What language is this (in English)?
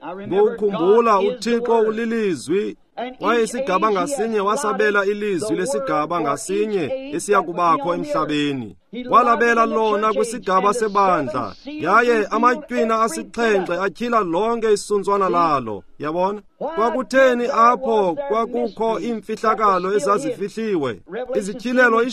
Xhosa